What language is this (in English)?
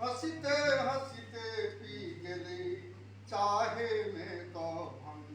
Maithili